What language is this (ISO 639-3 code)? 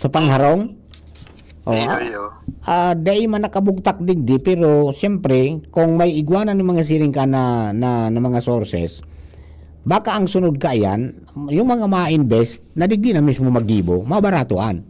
bik